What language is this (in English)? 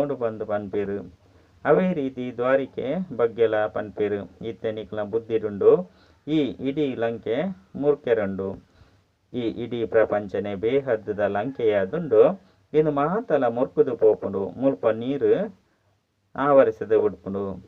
Tulu